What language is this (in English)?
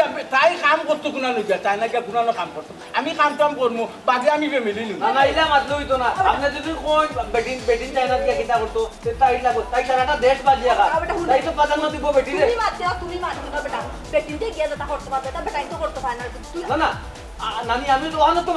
Sylheti